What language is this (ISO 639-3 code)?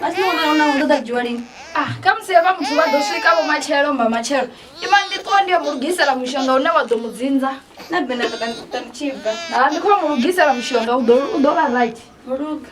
ven